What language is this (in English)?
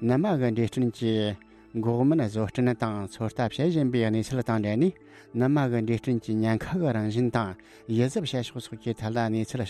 Tibetan